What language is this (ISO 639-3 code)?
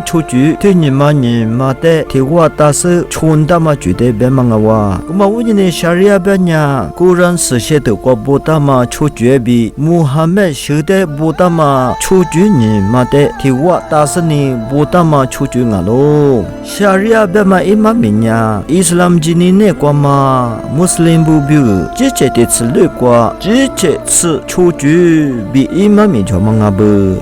lis